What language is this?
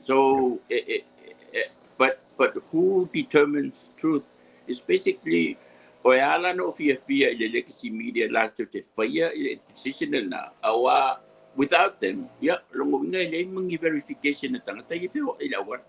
Samoan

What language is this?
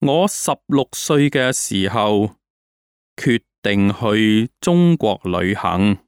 Cantonese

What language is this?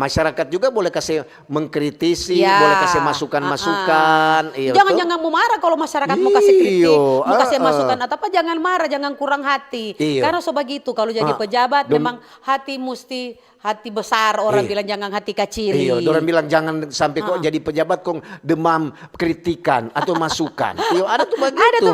Manado Malay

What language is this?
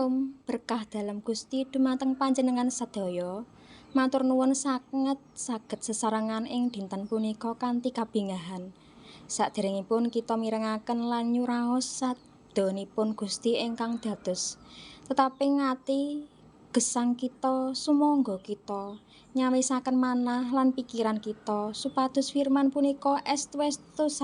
Javanese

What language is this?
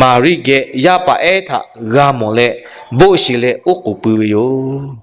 Lahu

